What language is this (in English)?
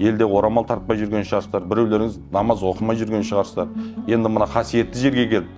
Kazakh